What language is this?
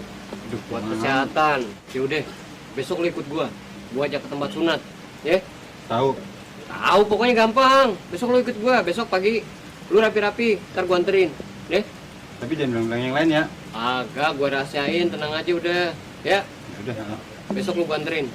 Betawi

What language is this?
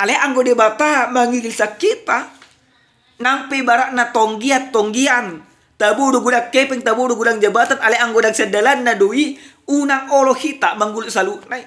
Batak Toba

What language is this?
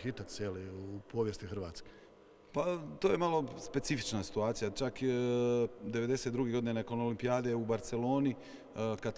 Croatian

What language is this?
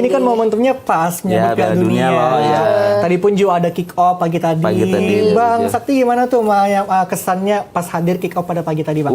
Banjar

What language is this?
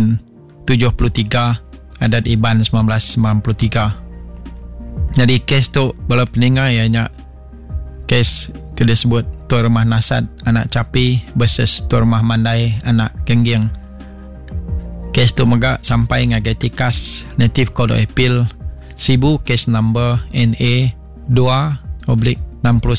Iban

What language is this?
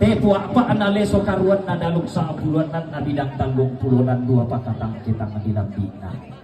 Toraja-Sa'dan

